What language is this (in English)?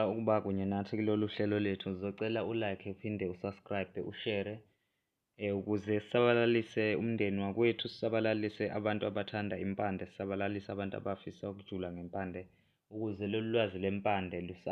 Zulu